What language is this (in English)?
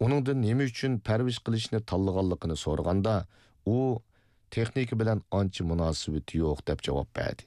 Uyghur